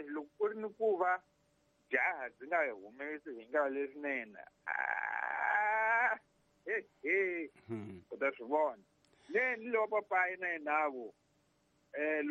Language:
Tsonga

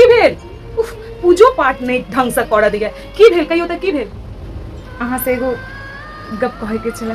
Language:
Maithili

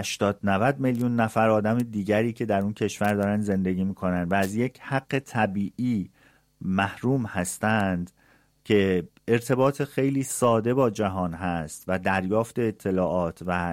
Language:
Persian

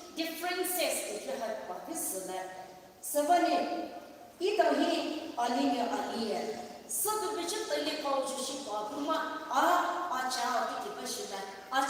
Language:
Poumei Naga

